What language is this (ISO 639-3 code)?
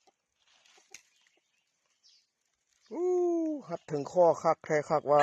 lao